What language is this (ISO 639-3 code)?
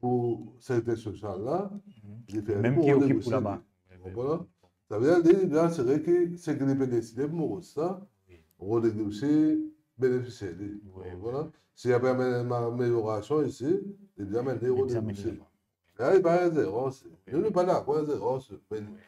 mfe